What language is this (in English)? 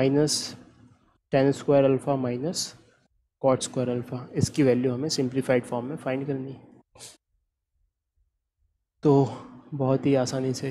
Hindi